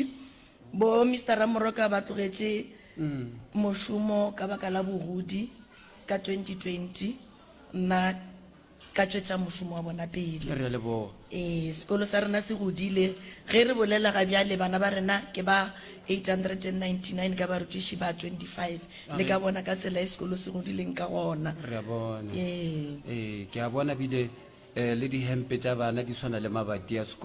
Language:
Northern Sotho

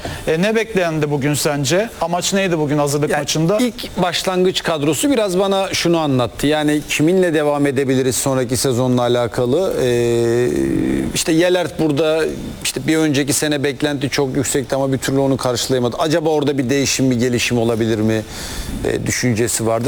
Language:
Turkish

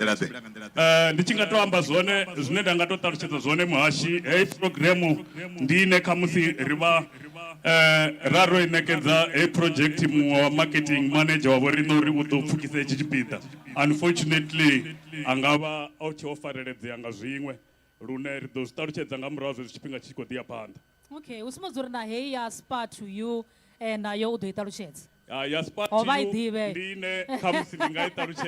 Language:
Venda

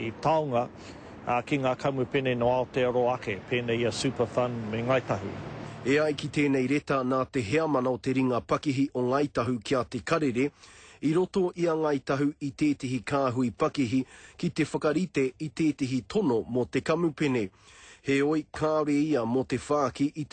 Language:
Māori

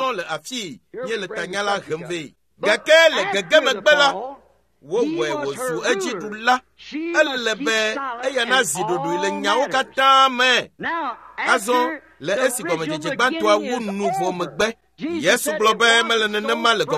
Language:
Ewe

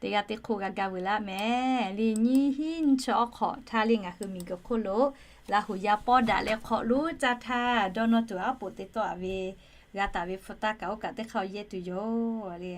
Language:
Lahu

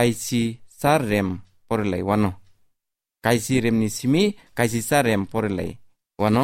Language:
Kok Borok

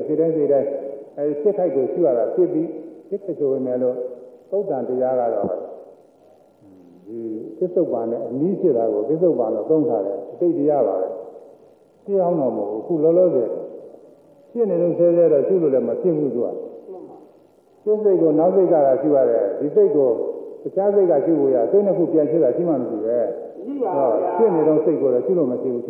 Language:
Burmese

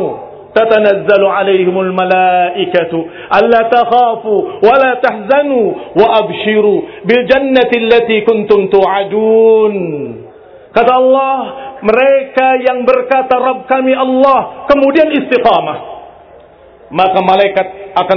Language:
Indonesian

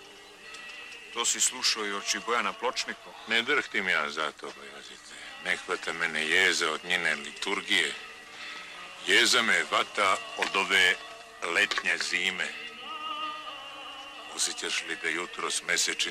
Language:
Serbian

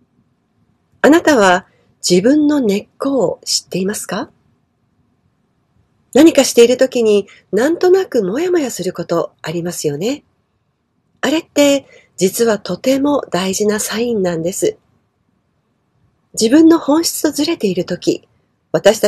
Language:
Japanese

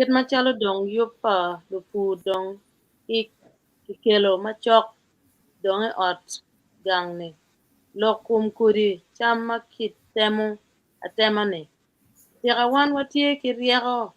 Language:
Acoli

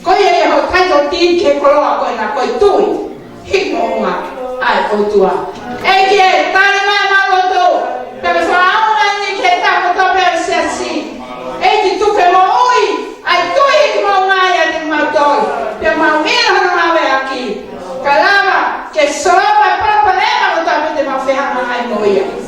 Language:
Tongan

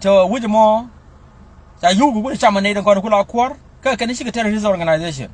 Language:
Nuer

